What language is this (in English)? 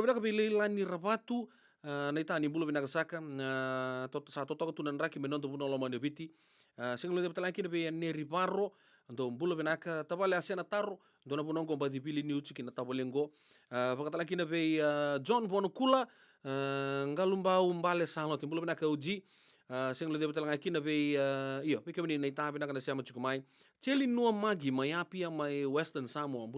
Fijian